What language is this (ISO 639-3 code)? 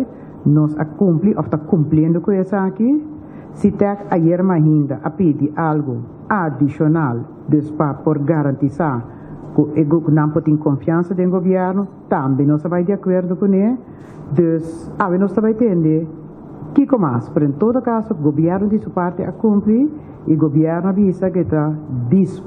pap